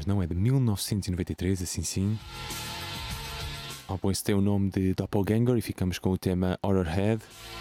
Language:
Portuguese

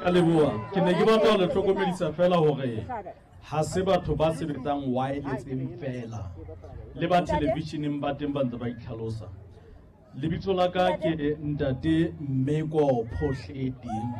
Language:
Southern Sotho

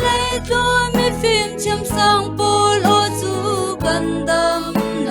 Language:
Falam Chin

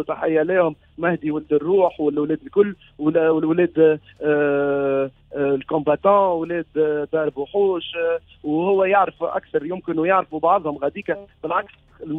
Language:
Tunisian Arabic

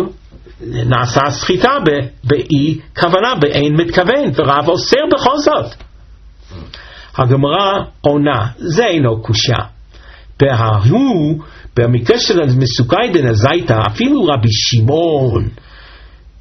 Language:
Hebrew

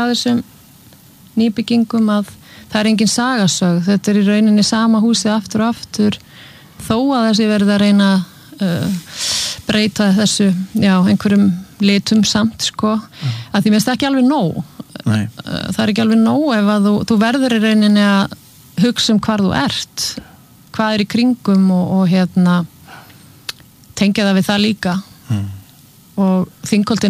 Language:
Icelandic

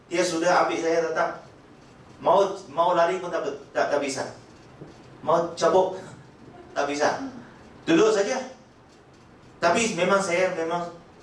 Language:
Malay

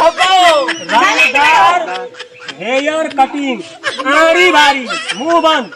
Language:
Maithili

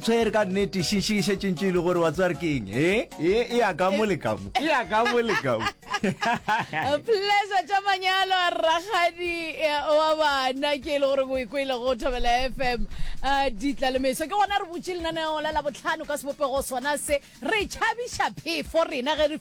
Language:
Northern Sotho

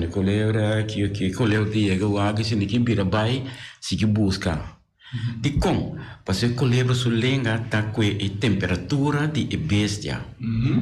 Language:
Papiamento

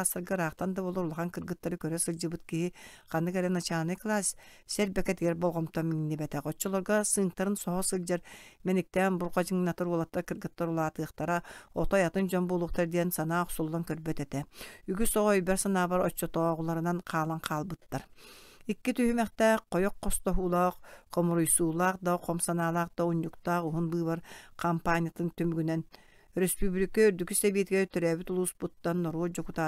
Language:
Yakut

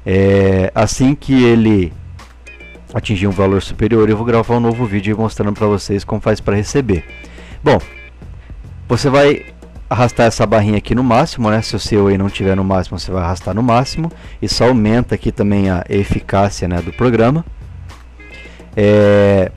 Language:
Portuguese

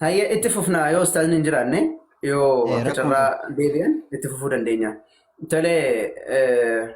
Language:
Oromo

